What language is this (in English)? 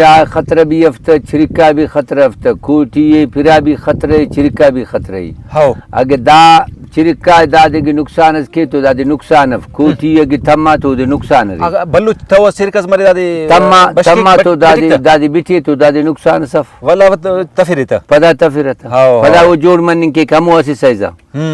Brahui